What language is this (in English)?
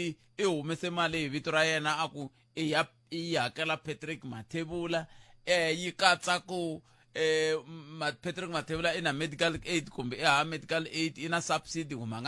Tsonga